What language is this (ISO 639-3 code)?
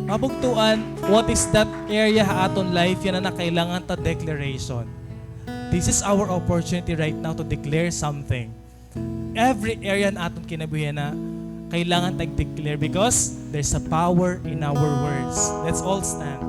war